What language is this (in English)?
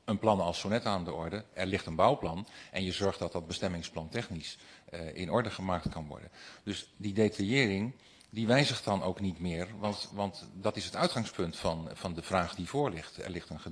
Dutch